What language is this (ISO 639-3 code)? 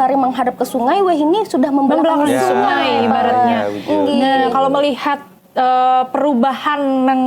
bjn